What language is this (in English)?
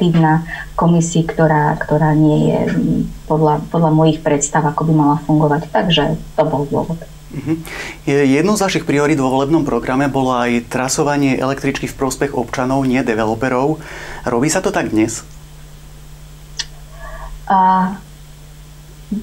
Slovak